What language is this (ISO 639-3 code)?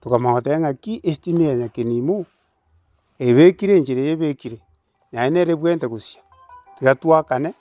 guz